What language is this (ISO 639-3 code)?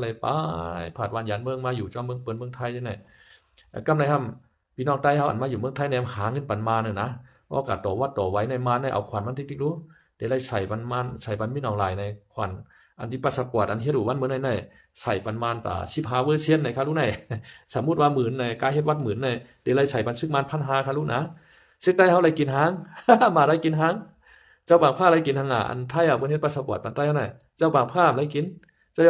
shn